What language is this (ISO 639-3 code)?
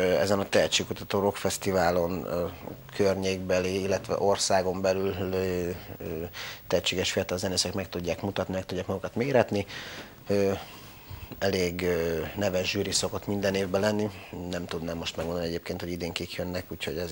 hun